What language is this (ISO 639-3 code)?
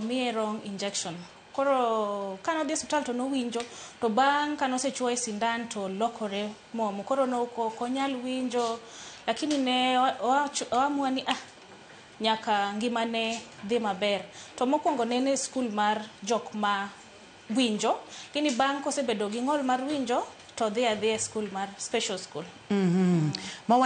luo